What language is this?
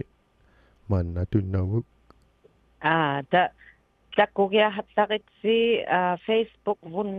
Inuktitut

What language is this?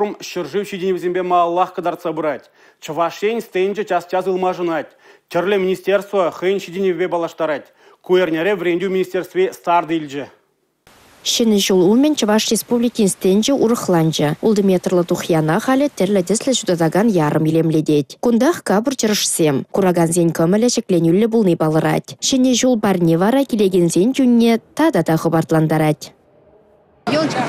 Chuvash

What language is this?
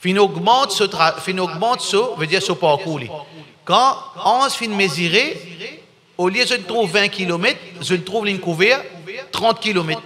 Morisyen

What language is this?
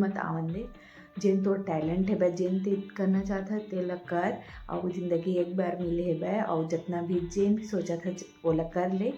Chhattisgarhi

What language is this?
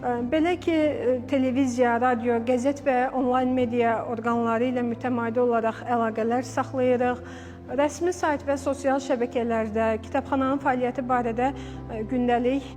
Azerbaijani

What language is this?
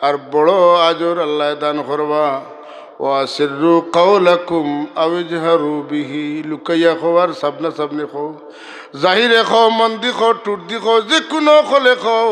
Sylheti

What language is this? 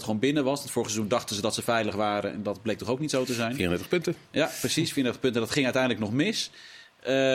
Dutch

